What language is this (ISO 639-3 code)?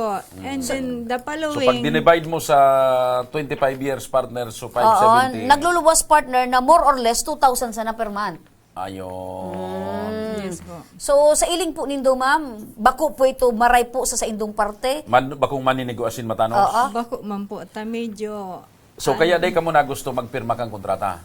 bik